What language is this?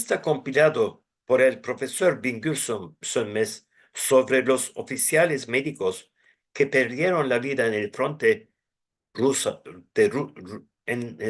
Ladino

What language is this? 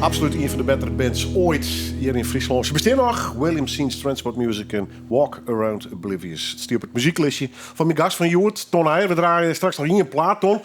Western Frisian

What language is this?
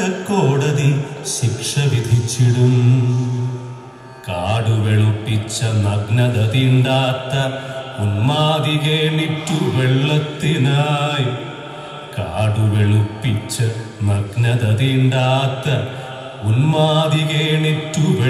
Malayalam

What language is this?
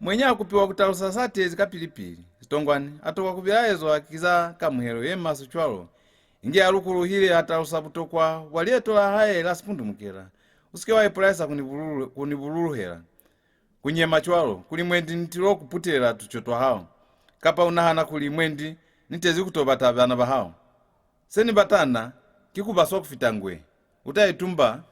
Lozi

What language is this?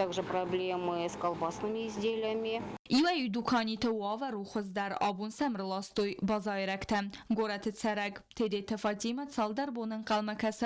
Ossetic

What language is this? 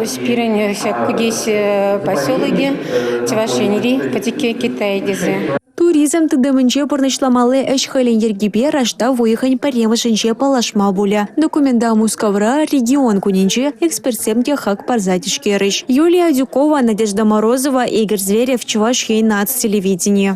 Chuvash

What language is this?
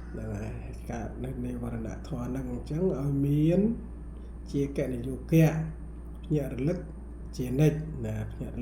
Khmer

